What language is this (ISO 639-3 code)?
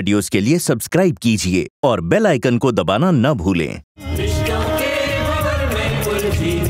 hin